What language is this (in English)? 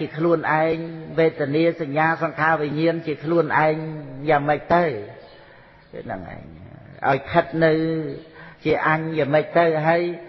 Khmer